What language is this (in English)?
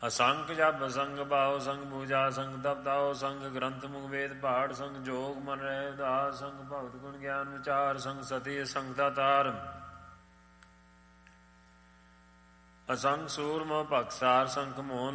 Punjabi